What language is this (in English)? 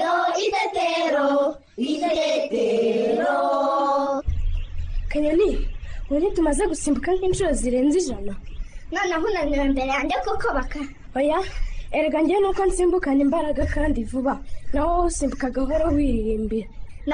Kinyarwanda